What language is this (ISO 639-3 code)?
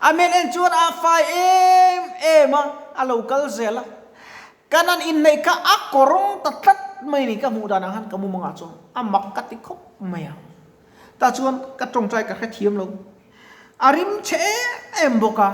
lus